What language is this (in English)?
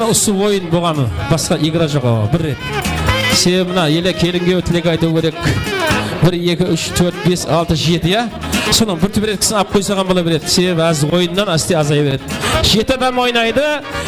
Kara-Kalpak